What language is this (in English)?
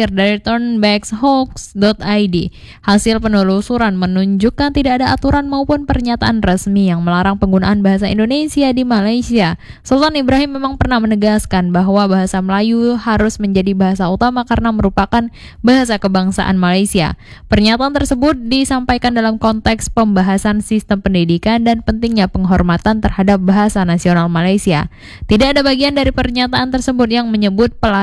Indonesian